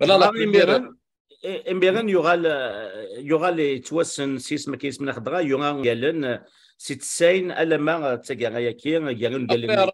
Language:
Kabyle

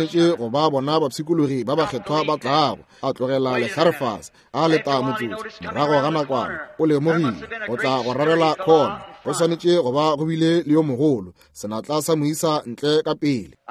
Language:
Northern Sotho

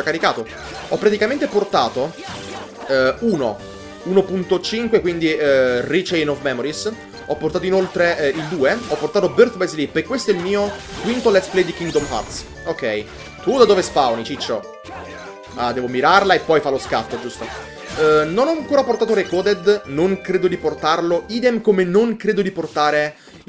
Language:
Italian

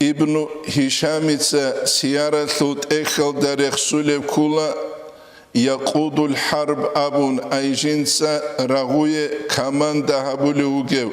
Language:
Avaric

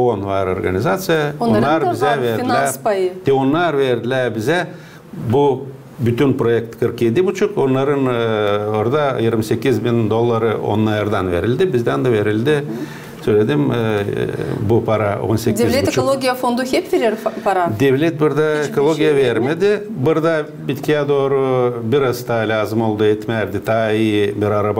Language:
Gagauz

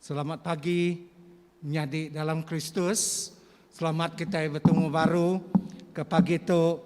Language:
Iban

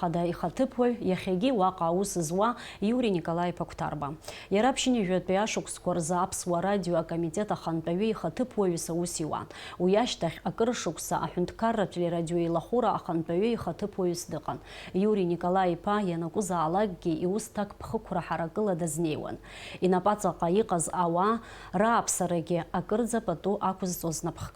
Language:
Abkhazian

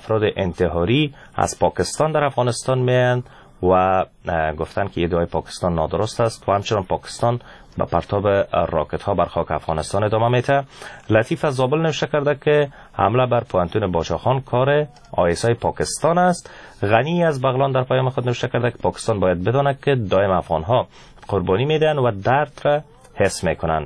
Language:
Persian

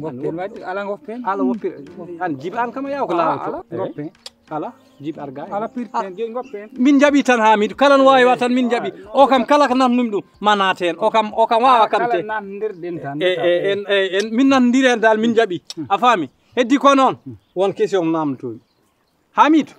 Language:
Fula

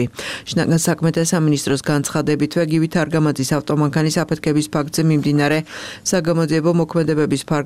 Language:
Georgian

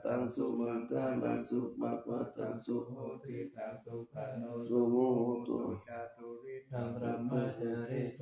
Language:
Pali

